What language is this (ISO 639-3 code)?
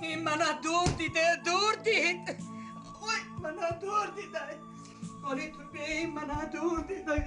tgk